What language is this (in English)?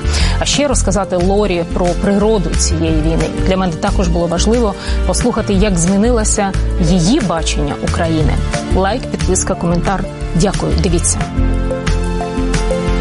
Ukrainian